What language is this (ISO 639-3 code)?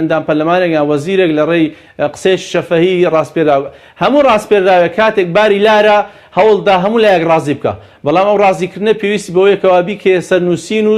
ckb